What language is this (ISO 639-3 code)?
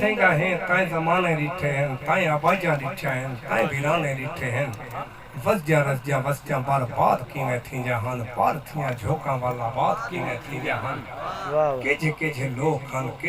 skr